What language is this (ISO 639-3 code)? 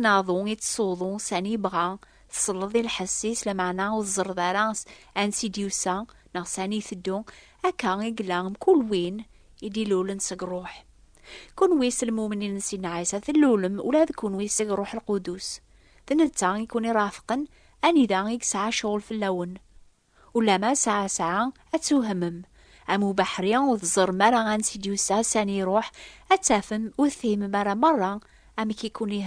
kab